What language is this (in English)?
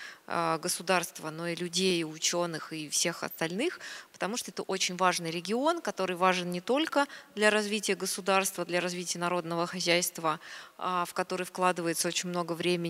Russian